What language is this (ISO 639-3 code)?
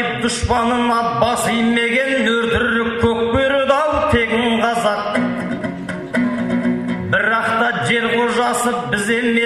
kaz